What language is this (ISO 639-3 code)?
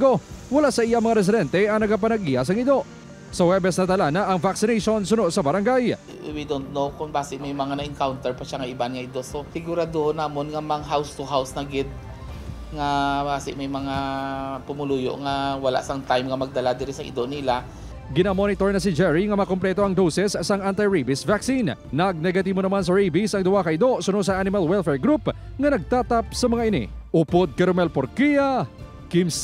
hil